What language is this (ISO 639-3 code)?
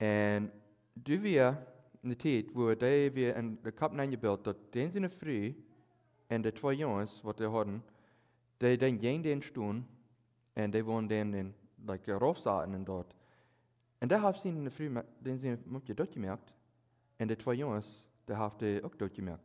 pdt